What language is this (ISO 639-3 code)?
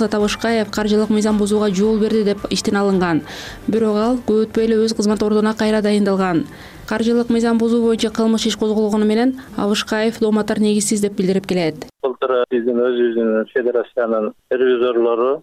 kir